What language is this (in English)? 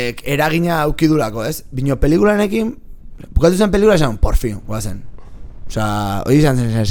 Basque